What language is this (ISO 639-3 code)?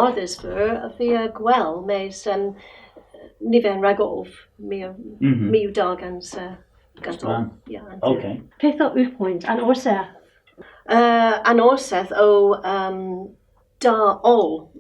cor